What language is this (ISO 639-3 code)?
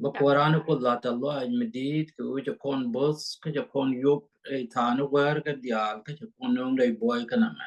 nus